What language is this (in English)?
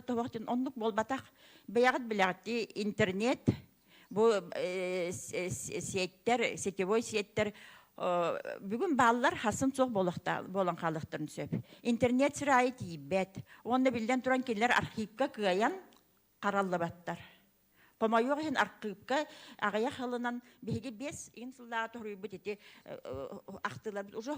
Yakut